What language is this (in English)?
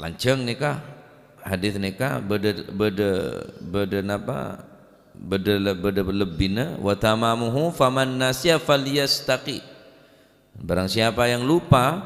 Madurese